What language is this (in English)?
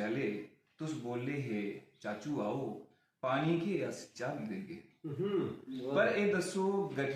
Dogri